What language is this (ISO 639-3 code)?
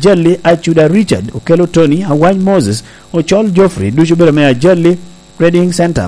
laj